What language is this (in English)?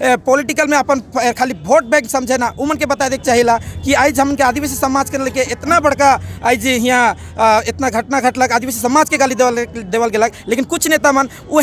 Sadri